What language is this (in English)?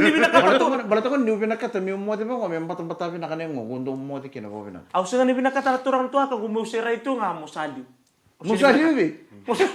Fijian